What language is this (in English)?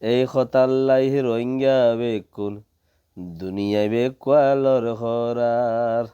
Rohingya